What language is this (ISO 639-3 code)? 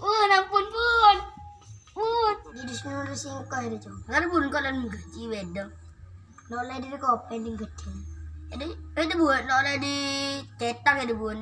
mad